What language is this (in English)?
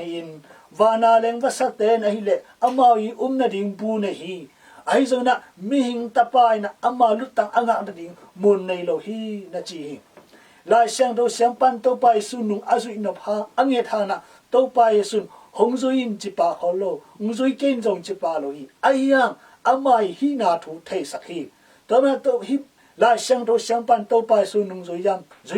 Tedim Chin